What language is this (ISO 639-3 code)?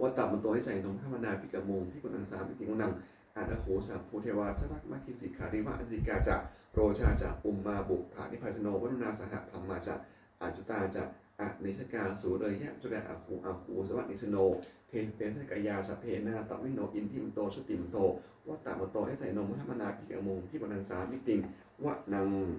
pli